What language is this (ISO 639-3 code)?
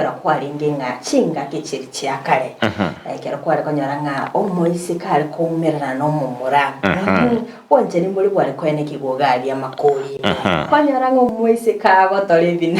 guz